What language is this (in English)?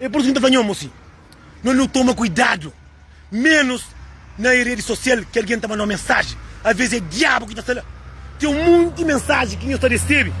Kabuverdianu